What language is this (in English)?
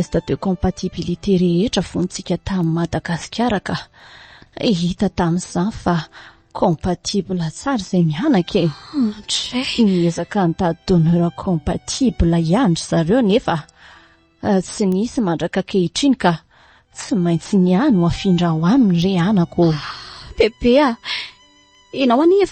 Malagasy